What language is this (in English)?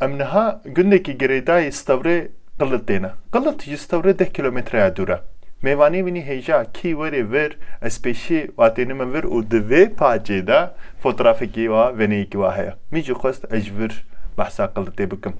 Kurdish